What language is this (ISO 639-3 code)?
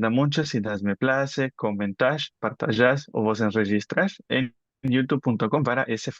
lad